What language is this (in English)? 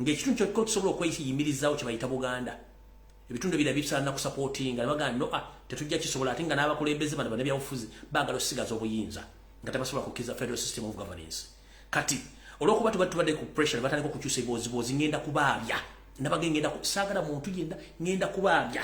Ganda